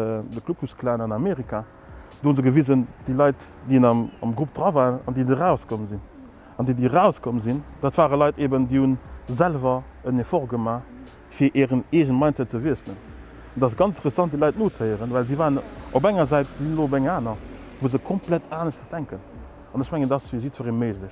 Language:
Luxembourgish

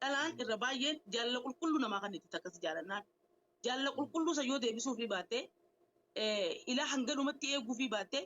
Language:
Oromo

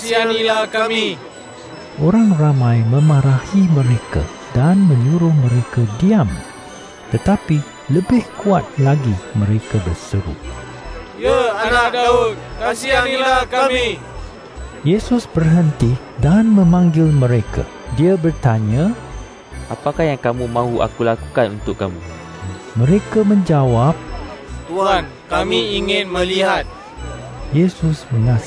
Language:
Malay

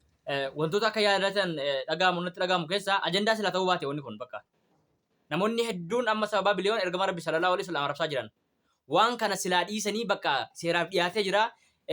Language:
Oromo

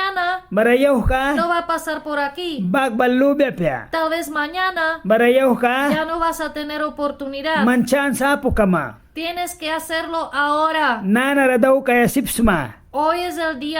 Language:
Mískito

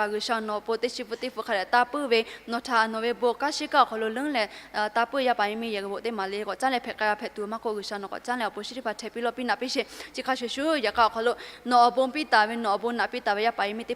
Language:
Lahu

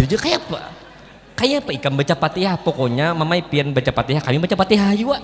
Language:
Banjar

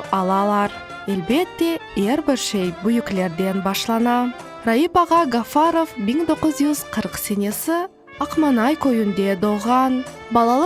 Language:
Crimean Tatar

